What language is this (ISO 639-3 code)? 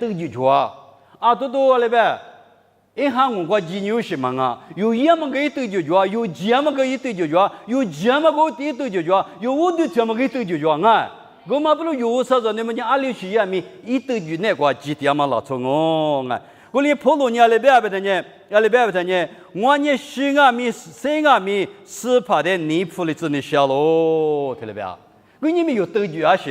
lis